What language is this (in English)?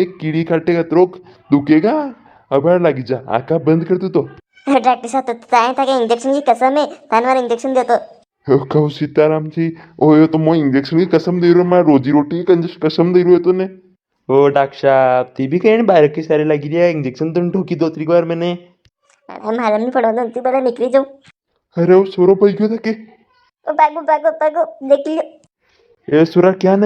Rajasthani